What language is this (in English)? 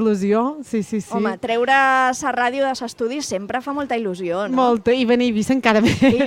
Catalan